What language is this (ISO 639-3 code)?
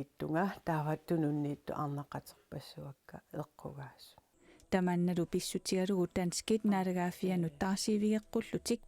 kal